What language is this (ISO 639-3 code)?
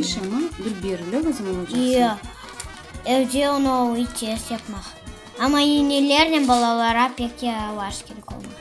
crh